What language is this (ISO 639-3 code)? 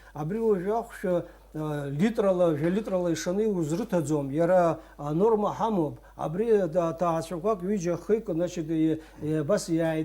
abk